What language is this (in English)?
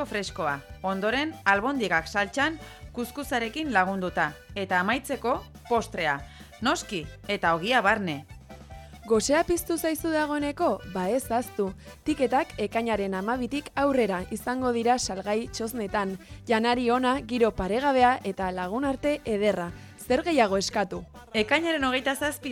Basque